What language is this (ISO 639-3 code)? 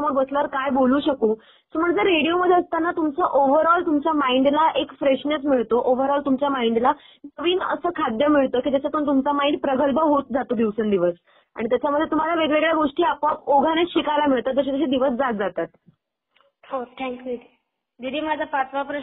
mar